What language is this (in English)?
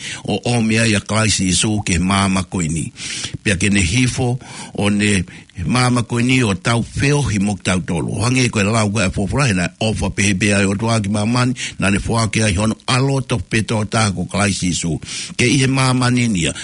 Tongan